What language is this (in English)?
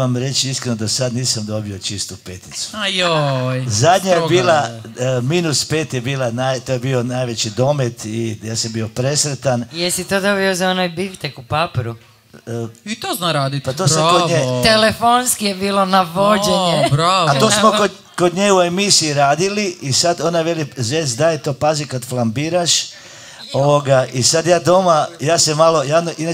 Croatian